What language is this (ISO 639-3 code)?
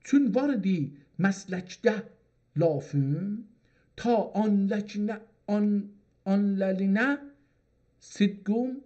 azb